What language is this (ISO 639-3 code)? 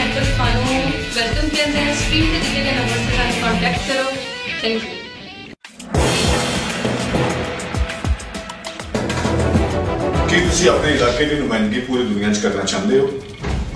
pan